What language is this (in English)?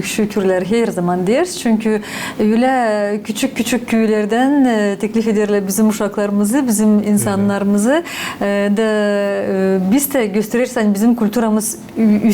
Gagauz